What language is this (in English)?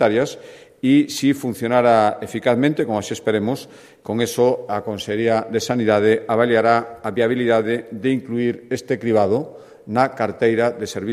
Galician